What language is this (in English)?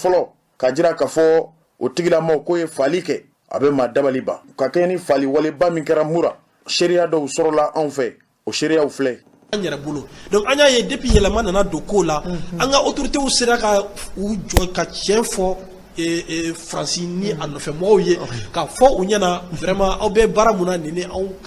Bambara